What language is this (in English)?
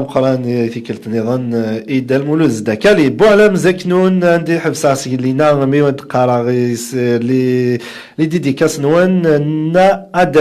Kabyle